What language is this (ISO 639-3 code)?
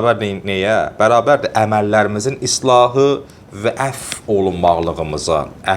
aze